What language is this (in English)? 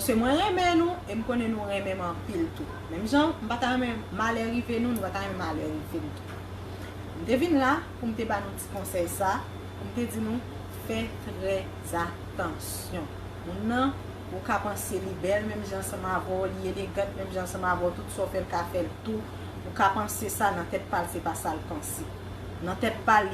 Haitian Creole